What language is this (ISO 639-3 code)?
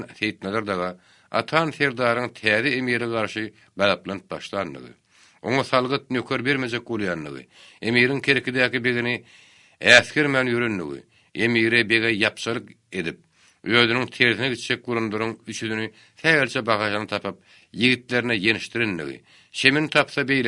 tuk